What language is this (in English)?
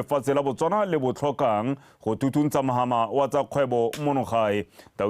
Tswana